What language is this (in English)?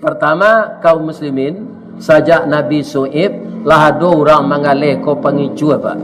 Minangkabau